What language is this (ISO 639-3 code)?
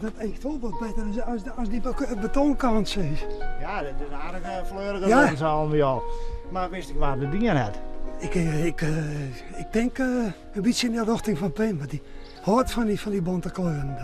fry